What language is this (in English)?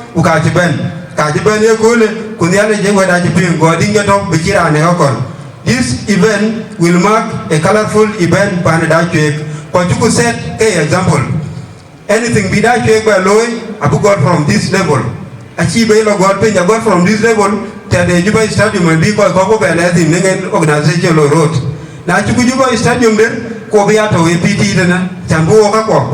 Dinka